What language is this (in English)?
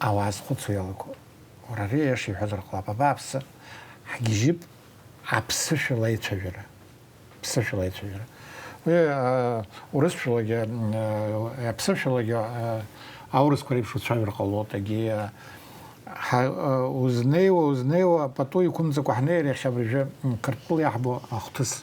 Abkhazian